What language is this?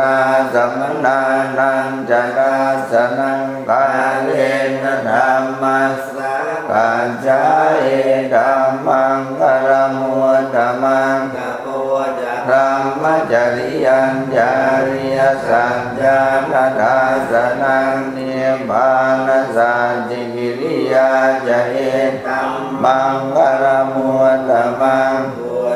Pali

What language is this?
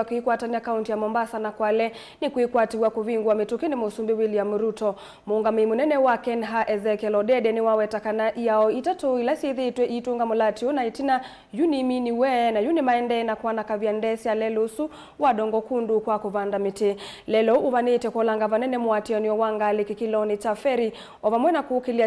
Kamba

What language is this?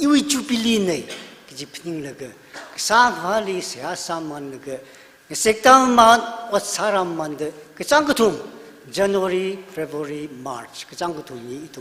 Tangkhul Naga (India)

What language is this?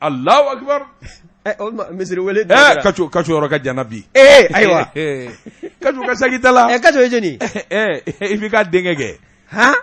Bambara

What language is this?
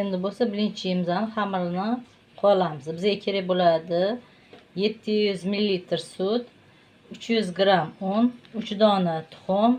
Uzbek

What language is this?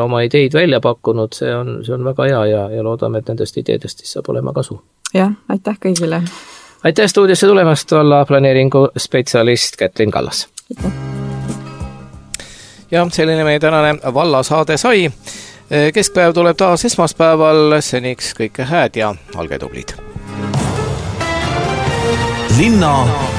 Estonian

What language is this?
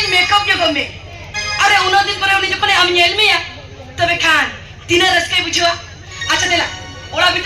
Santali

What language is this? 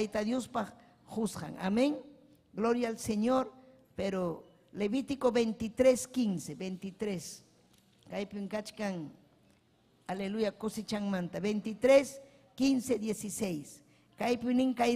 Ayacucho Quechua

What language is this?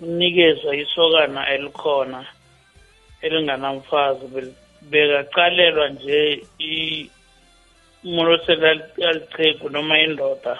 South Ndebele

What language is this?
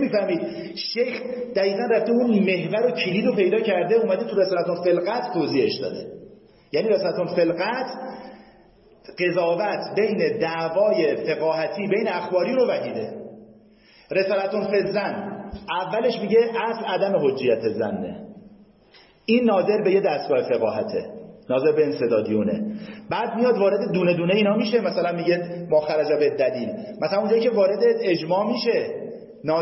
Persian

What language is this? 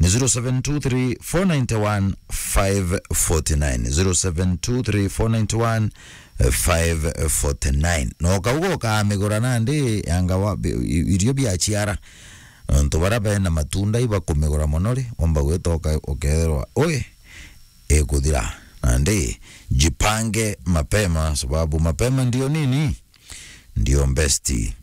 Meru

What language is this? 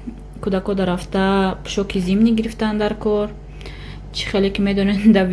Tajik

